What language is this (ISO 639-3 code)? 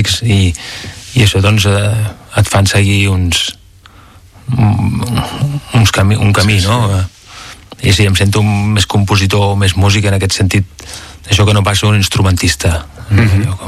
cat